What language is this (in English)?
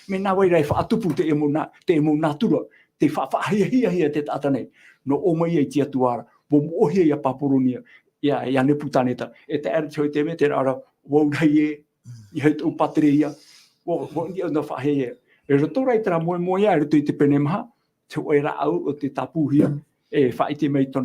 Tahitian